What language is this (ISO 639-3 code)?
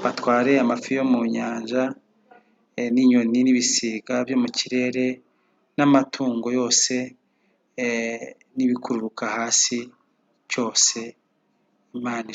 kin